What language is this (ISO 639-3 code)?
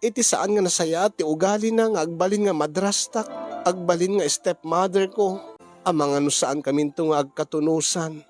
ilo